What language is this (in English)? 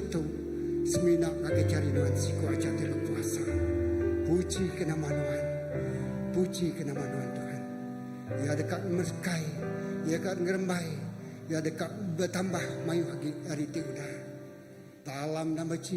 Iban